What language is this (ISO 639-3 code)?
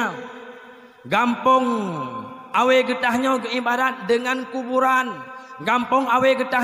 ace